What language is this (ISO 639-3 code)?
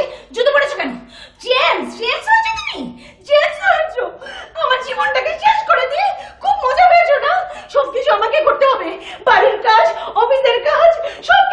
ben